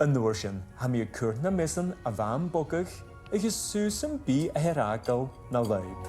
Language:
Scottish Gaelic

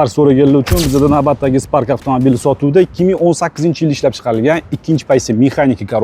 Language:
Uzbek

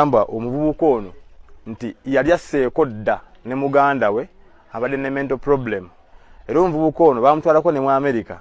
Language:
Ganda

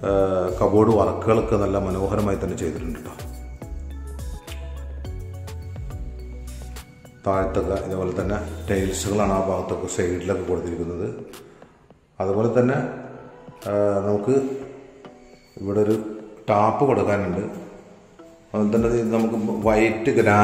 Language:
Malayalam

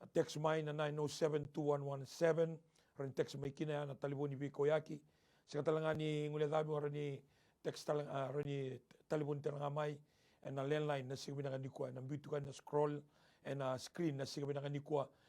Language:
Fijian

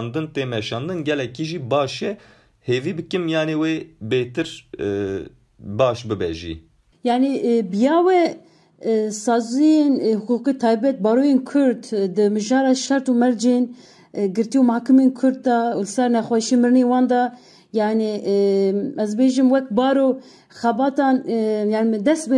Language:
Kurdish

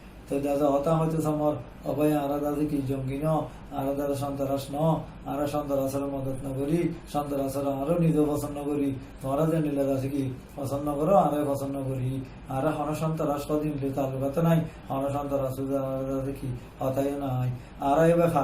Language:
Rohingya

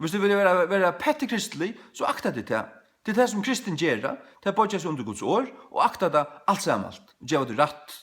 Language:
Faroese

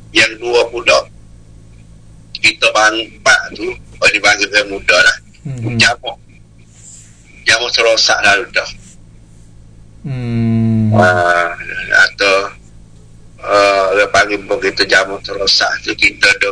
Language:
Malay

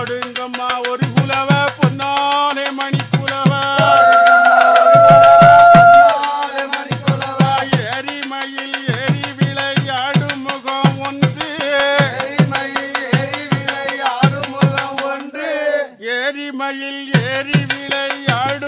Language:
Tamil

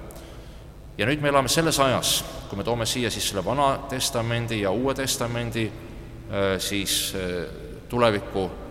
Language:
Estonian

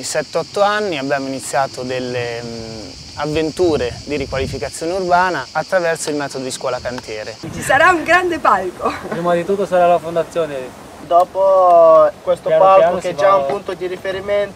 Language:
Italian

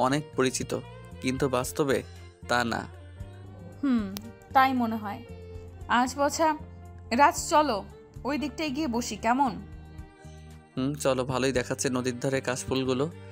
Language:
Bangla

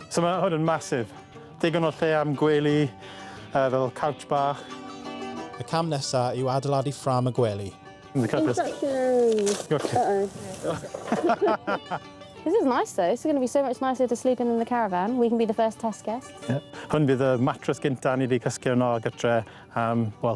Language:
Welsh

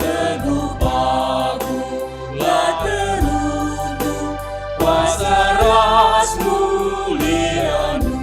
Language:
Batak Karo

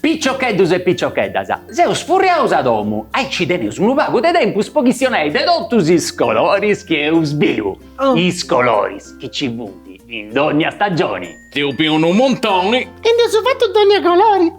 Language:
Sardinian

